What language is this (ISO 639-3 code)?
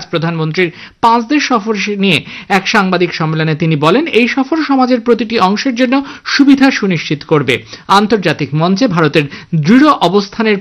ben